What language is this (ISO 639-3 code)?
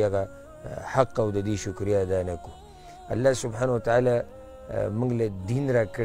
pus